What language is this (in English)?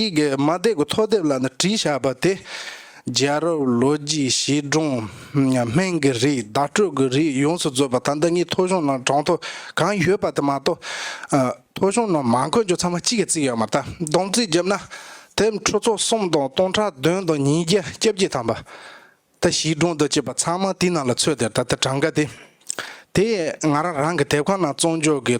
Tibetan